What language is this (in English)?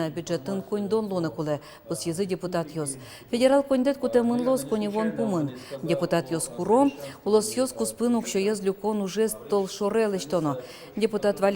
Udmurt